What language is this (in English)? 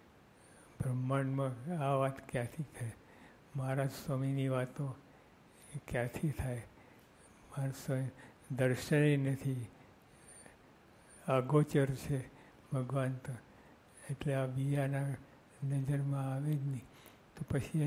Gujarati